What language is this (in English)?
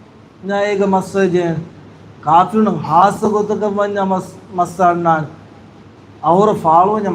Divehi